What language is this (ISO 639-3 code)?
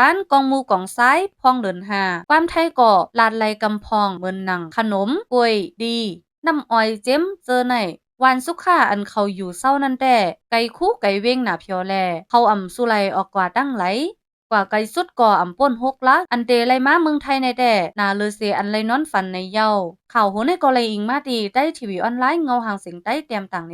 shn